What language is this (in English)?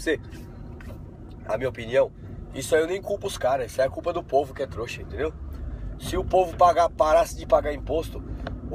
Portuguese